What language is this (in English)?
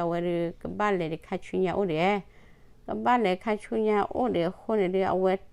S'gaw Karen